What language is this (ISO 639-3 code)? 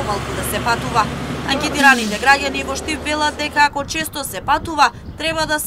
mkd